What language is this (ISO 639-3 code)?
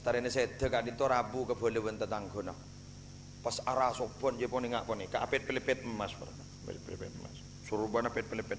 mad